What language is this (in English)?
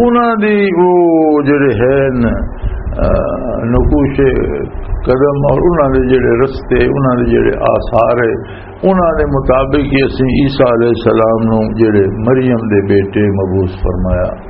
Western Panjabi